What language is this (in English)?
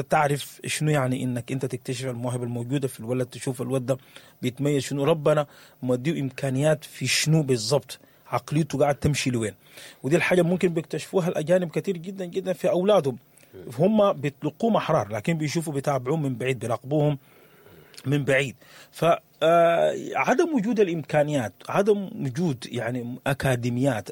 Sudanese Arabic